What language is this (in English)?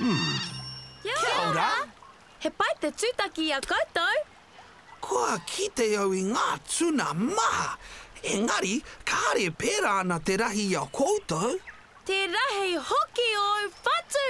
Māori